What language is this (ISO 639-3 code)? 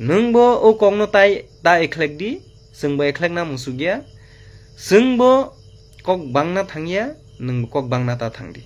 trp